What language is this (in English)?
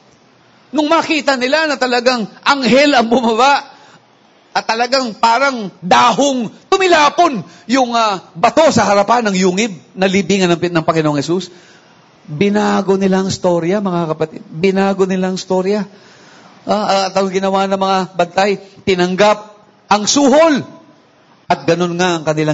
Filipino